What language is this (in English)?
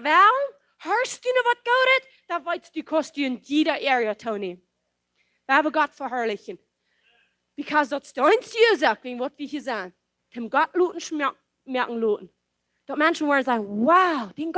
Plautdietsch